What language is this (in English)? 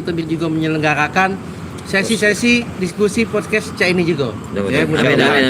Musi